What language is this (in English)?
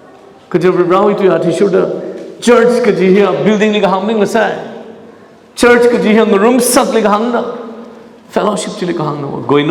Tangkhul Naga (India)